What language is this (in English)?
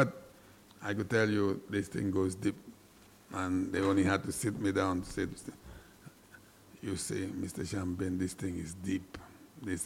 English